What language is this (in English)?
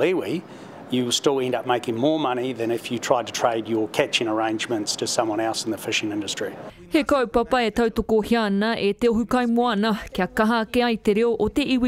Māori